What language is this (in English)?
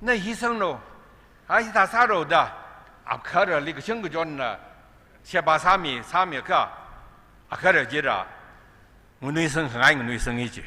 Tangkhul Naga (India)